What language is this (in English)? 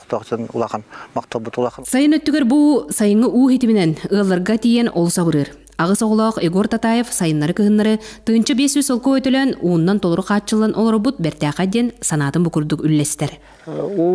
Yakut